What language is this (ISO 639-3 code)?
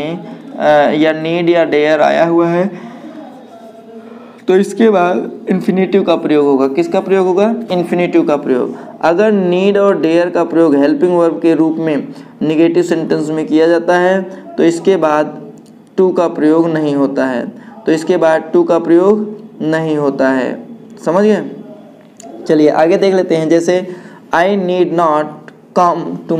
hin